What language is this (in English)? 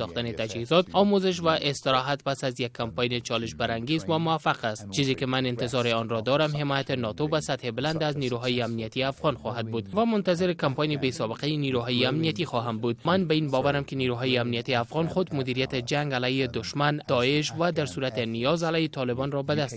Tajik